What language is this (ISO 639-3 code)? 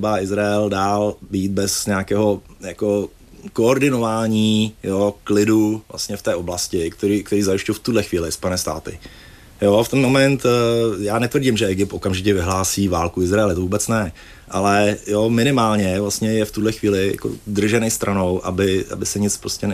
ces